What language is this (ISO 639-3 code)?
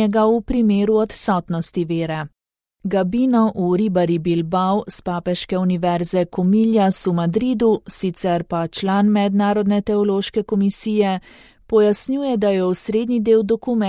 slv